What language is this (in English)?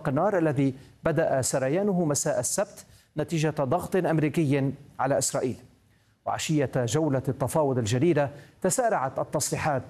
Arabic